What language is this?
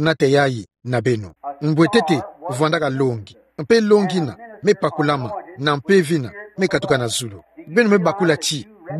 Kituba (Democratic Republic of Congo)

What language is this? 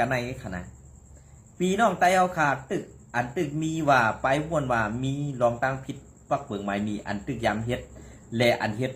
Shan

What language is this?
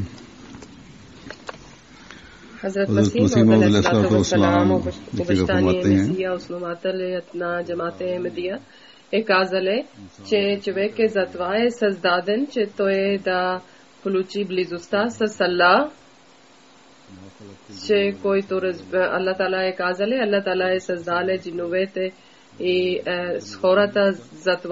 Bulgarian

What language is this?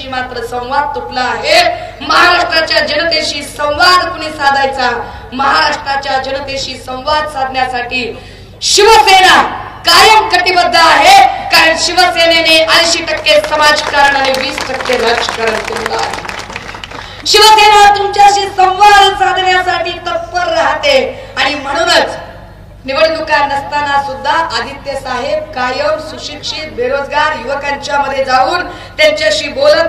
Marathi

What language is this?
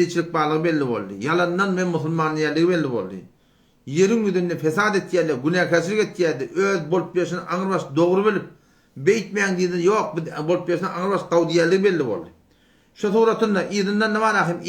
Turkmen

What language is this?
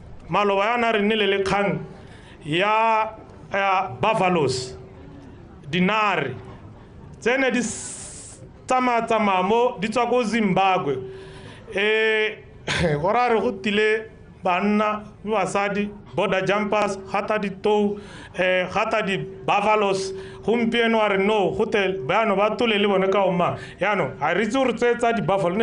Tswana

